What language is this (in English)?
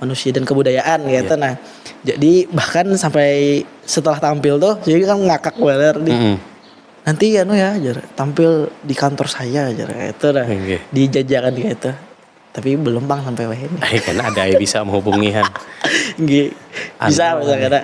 Banjar